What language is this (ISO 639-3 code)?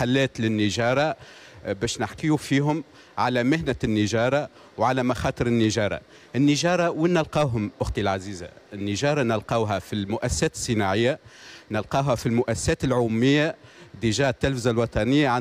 aeb